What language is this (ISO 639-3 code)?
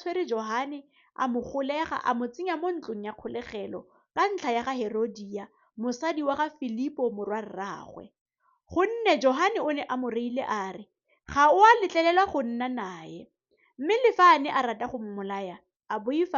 tsn